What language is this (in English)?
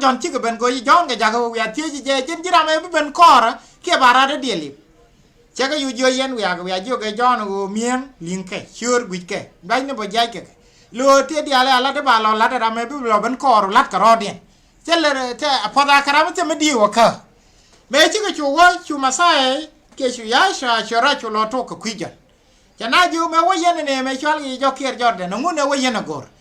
Nuer